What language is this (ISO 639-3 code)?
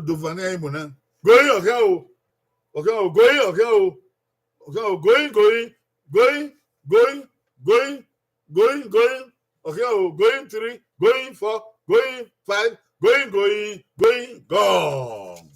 bin